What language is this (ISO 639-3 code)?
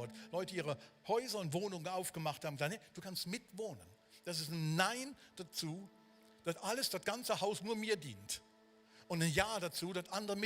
gsw